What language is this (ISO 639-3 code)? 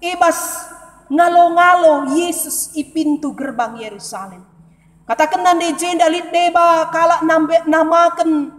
btx